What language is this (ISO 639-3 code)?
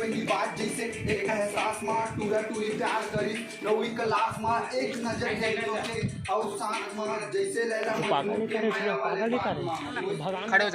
hne